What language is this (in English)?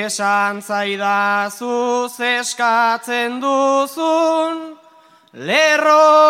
Basque